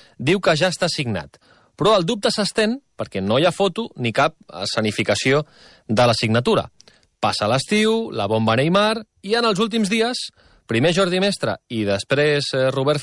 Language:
Catalan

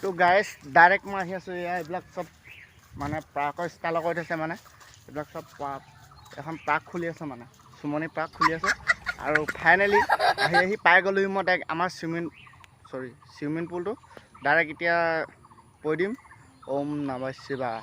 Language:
Assamese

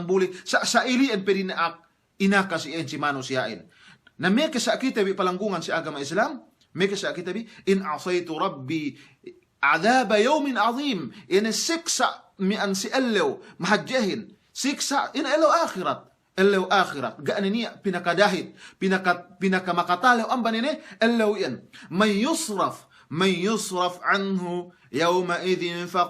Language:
Yakan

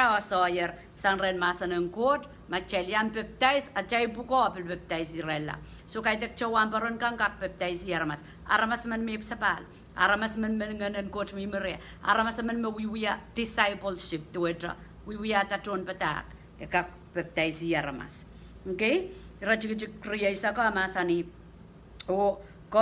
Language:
Pohnpeian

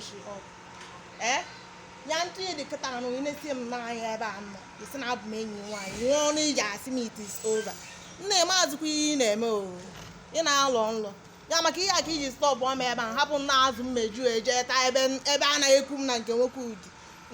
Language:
Igbo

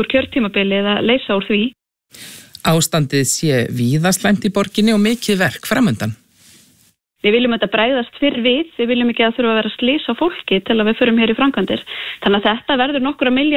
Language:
Icelandic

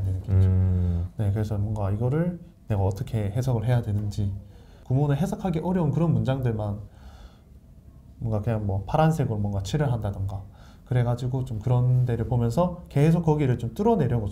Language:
Korean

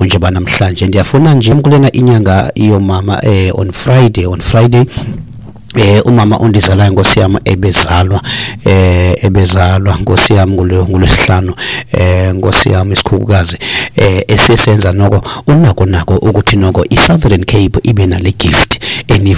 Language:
Xhosa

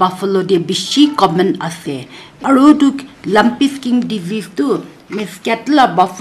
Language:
Naga Pidgin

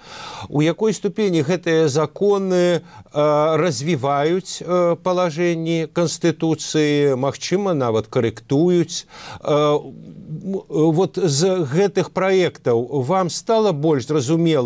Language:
Belarusian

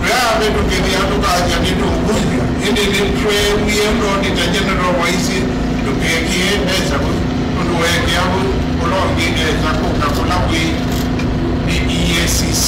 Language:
Kamba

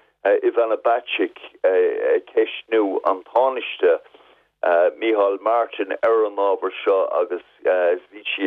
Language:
Irish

